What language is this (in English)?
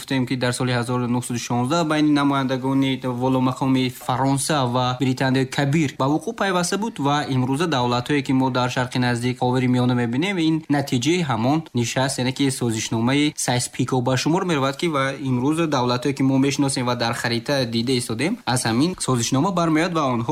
Tajik